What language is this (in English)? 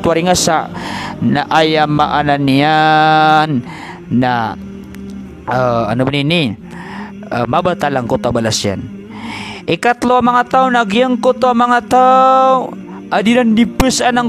Maranao